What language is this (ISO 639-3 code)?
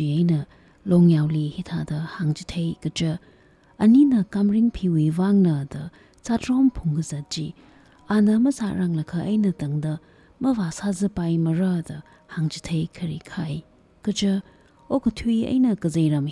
nmf